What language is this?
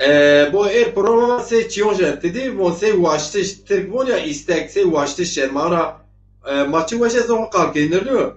Zaza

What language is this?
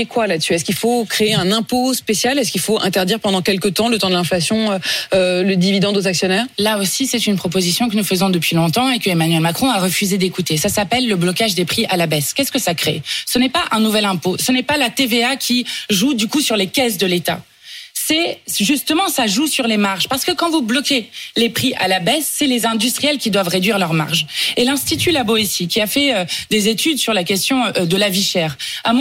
French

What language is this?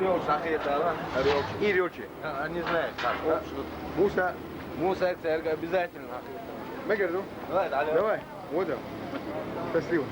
Chechen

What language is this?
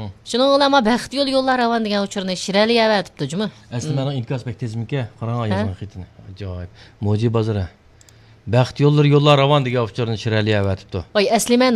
Uyghur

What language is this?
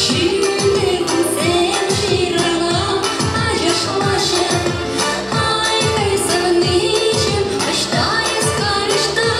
Chuvash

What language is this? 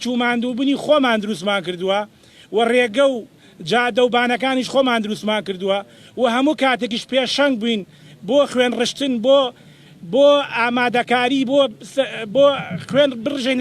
Central Kurdish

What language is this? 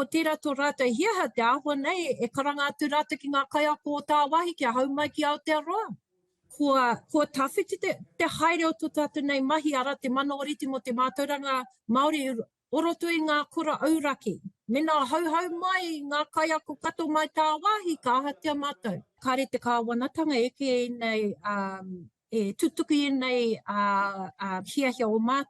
Māori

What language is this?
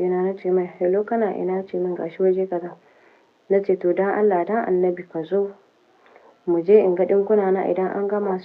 Hausa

